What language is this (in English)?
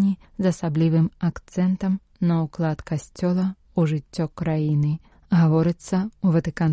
Belarusian